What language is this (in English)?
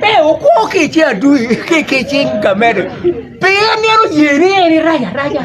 Acoli